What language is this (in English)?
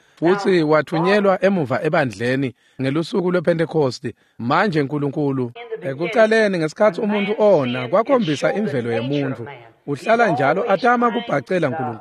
Swati